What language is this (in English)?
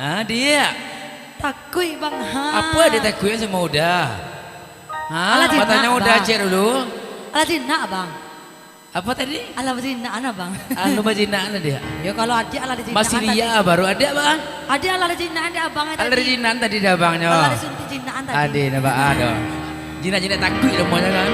Minangkabau